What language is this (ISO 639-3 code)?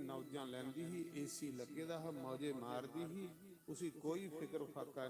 doi